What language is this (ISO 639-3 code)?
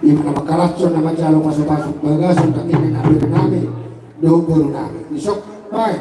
bbc